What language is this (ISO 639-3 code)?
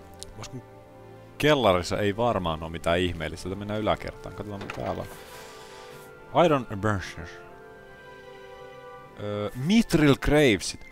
fin